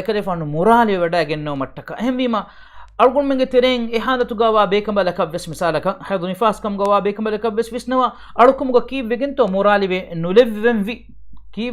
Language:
Divehi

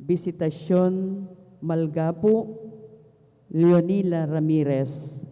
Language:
Pampanga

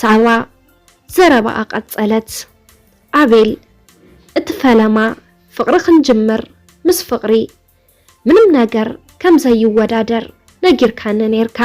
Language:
Tigrinya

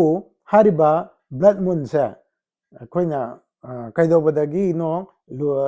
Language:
Manipuri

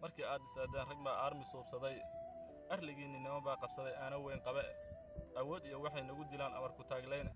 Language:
Somali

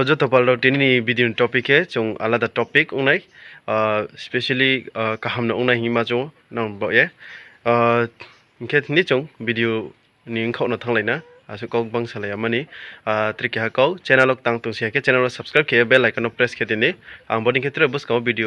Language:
Riang (India)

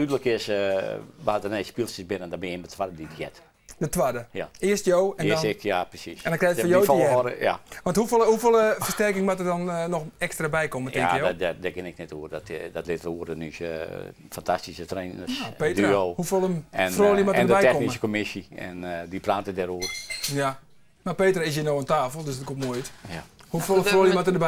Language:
Western Frisian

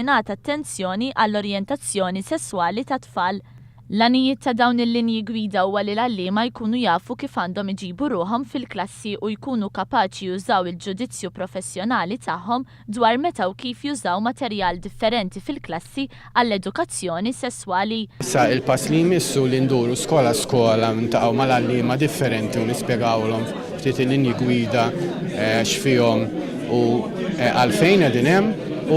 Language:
Maltese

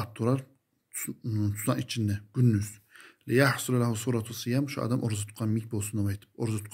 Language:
Kumyk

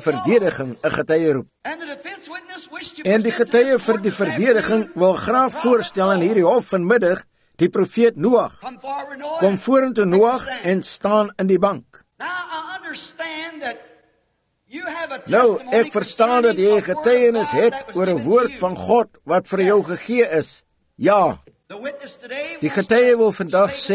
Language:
Afrikaans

